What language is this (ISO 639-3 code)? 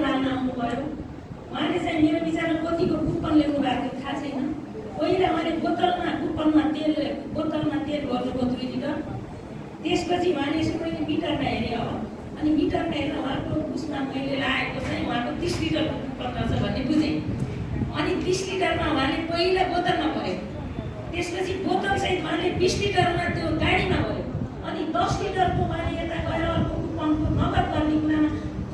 nep